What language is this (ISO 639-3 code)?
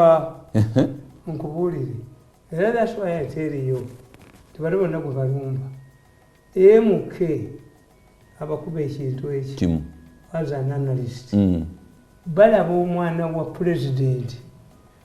lug